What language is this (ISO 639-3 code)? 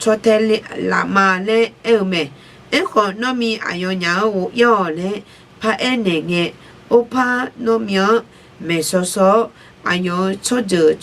ahk